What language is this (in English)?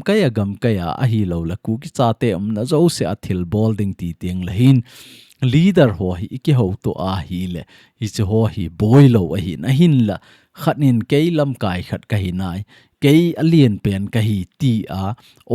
Thado Chin